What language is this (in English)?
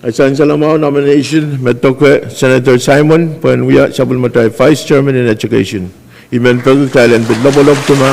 Pohnpeian